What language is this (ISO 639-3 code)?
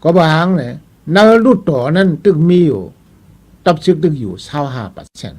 shn